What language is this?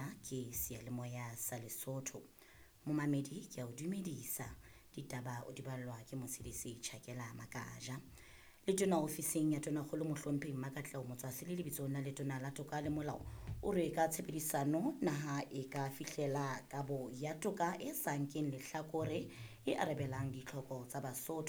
Southern Sotho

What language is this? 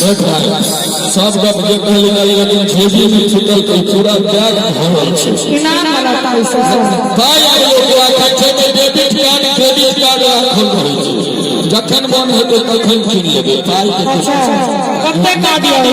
Maithili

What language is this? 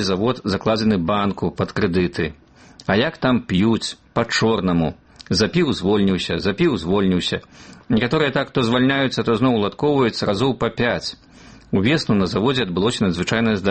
Belarusian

